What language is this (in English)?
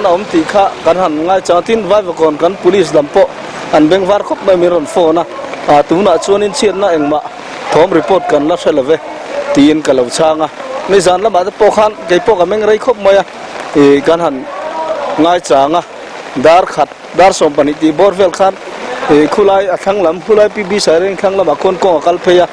Mizo